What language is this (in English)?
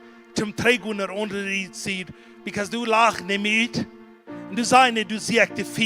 Plautdietsch